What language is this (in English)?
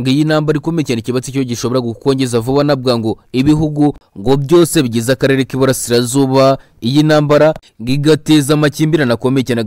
Kinyarwanda